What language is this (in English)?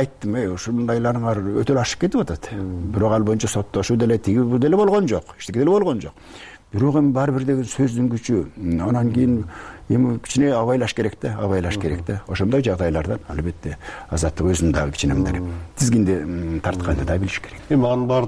Kyrgyz